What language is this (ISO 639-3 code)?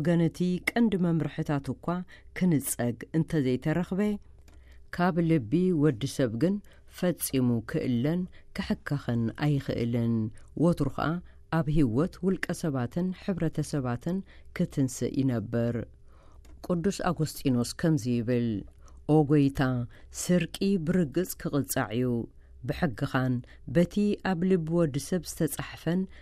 tir